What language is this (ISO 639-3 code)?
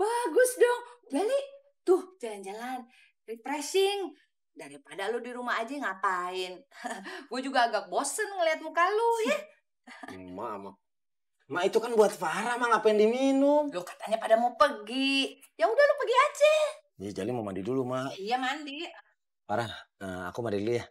bew